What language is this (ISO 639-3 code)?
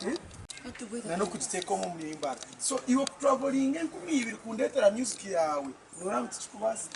nyn